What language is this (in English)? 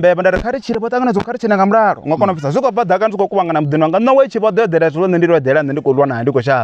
Venda